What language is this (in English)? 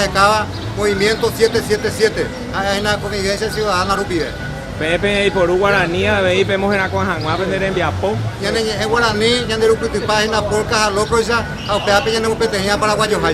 Guarani